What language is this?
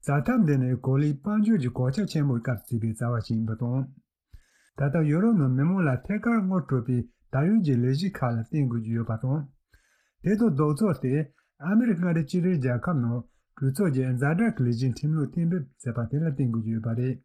Tibetan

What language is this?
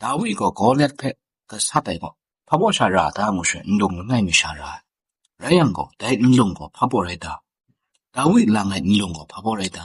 Kachin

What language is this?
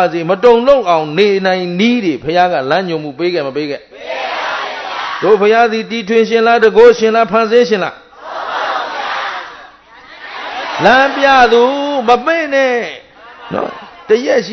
Burmese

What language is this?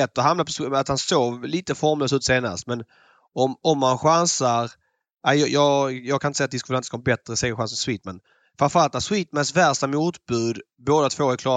Swedish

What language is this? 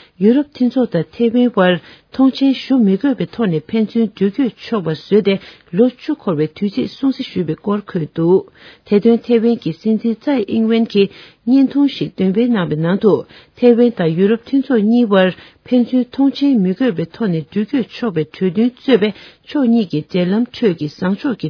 Tibetan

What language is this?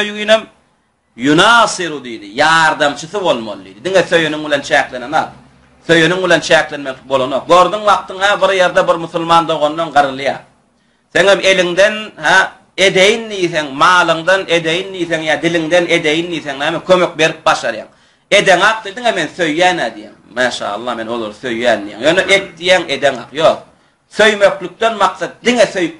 Turkmen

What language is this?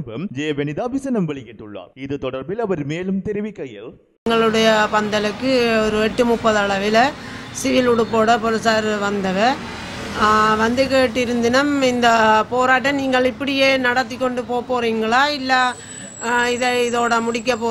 Tamil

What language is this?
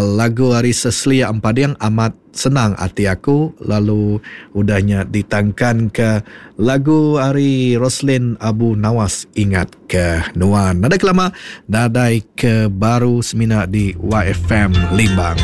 Iban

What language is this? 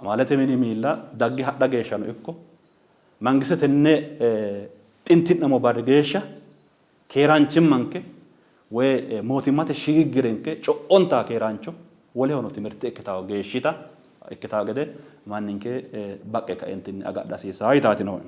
Sidamo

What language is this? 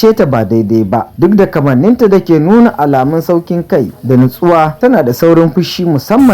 Hausa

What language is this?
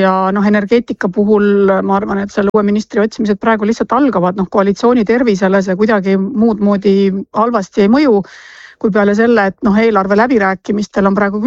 Estonian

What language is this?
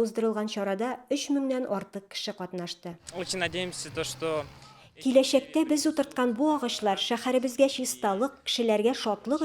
Tatar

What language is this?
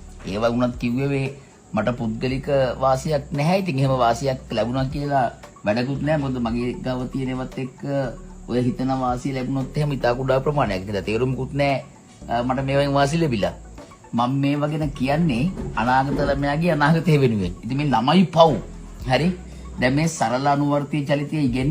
Sinhala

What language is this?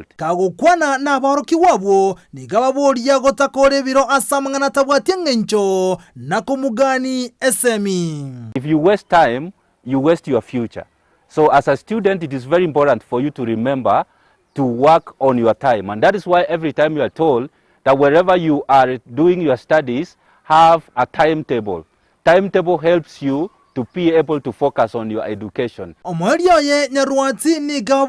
Gusii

